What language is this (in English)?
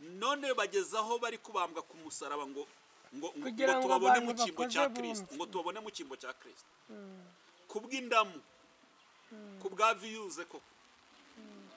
Kinyarwanda